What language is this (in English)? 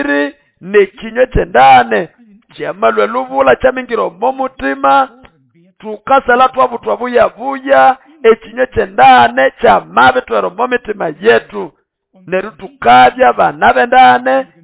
Nande